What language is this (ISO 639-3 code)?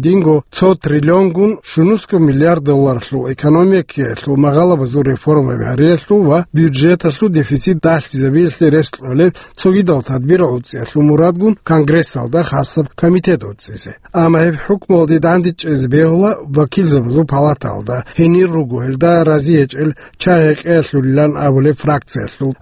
ava